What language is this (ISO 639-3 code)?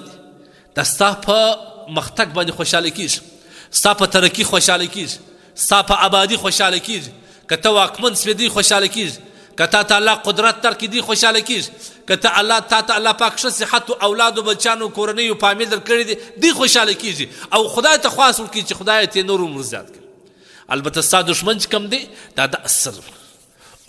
pus